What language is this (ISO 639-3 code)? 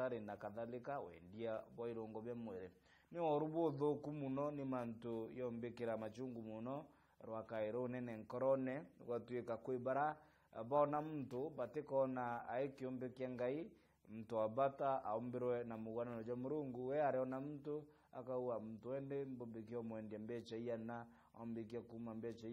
mer